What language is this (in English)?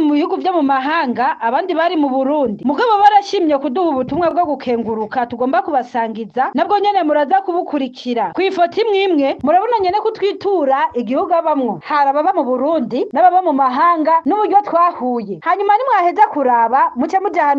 Rundi